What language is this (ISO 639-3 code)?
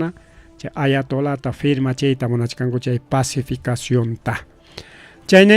quy